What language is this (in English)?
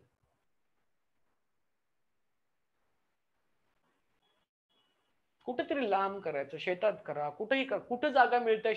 Marathi